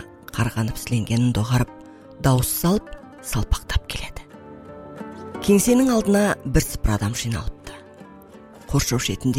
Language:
Kazakh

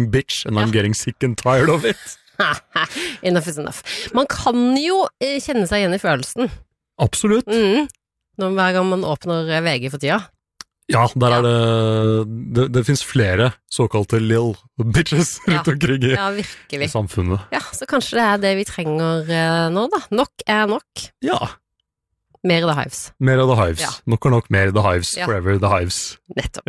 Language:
Norwegian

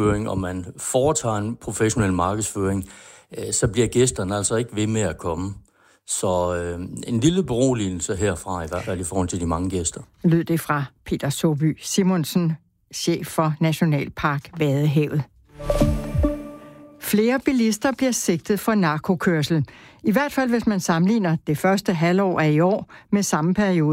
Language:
Danish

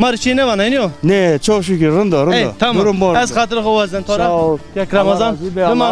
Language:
Zaza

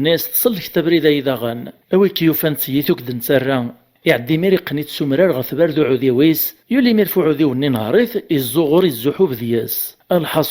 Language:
Kabyle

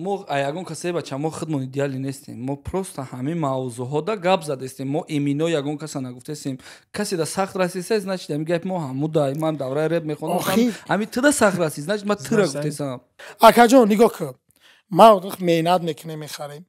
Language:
Tajik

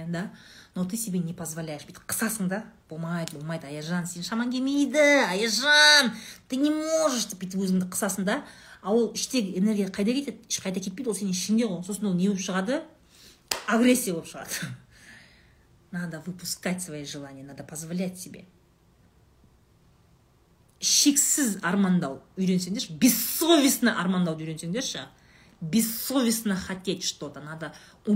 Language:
Kazakh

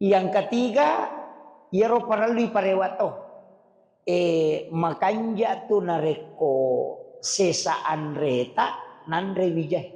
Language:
Buginese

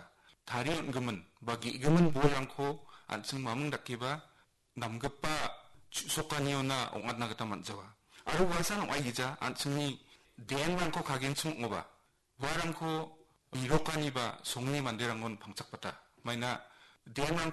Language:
Garo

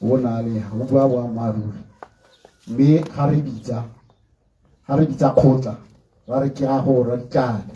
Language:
Tswana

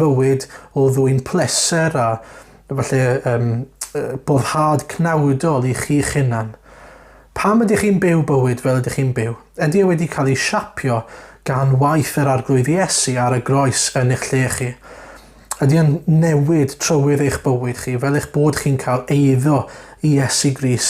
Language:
Welsh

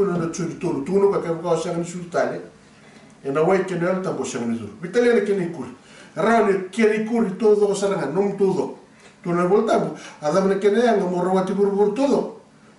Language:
Fijian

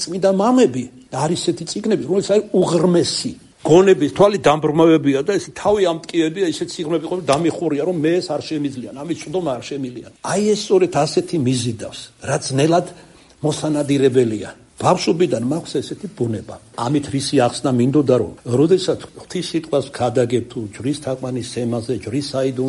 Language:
Georgian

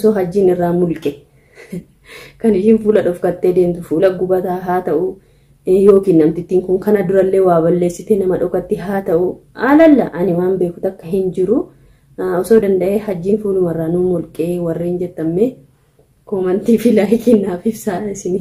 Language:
Oromo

